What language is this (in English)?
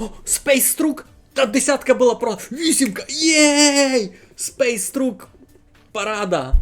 Rusyn